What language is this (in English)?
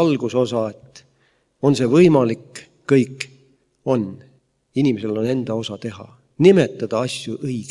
Estonian